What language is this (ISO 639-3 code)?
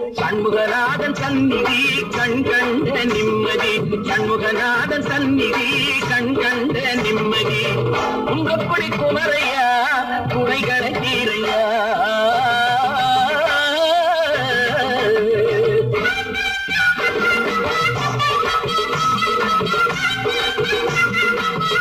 tam